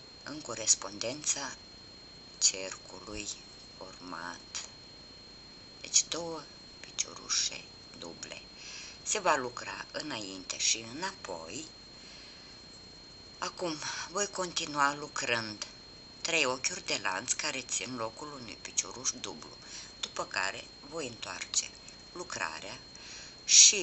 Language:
Romanian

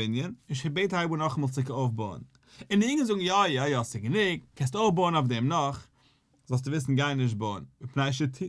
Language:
Yiddish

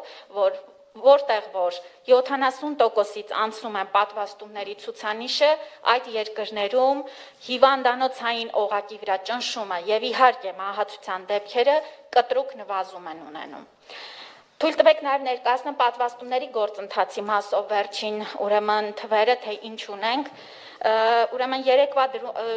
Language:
Armenian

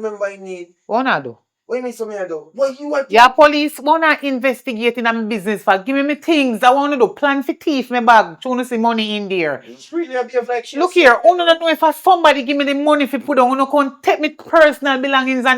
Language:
Jamaican Creole English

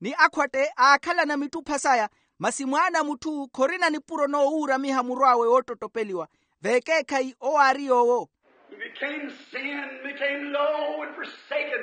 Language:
Makhuwa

